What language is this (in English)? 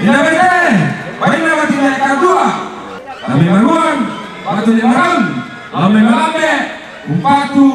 Toraja-Sa'dan